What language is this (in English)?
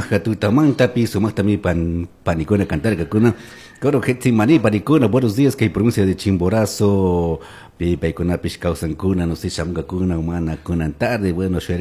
Chimborazo Highland Quichua